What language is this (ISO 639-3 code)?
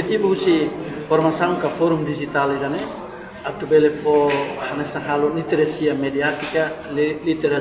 tet